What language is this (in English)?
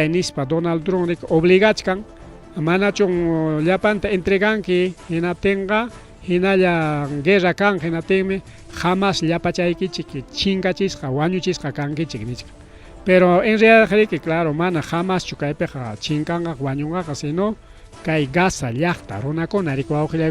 Ayacucho Quechua